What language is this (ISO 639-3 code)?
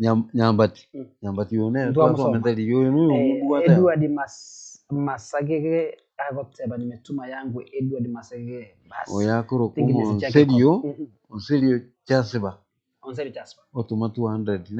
guz